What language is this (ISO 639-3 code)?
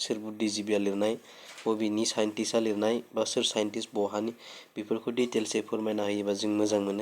brx